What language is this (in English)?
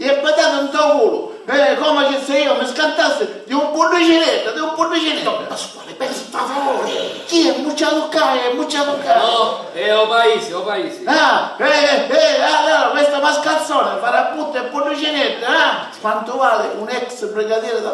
Sicilian